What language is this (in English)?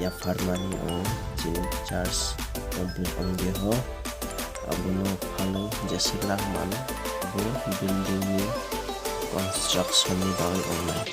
Kok Borok